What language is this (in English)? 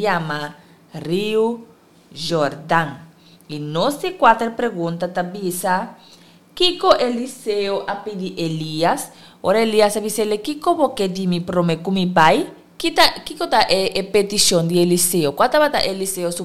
Papiamento